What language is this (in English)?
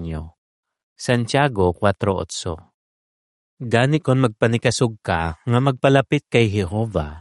Hiligaynon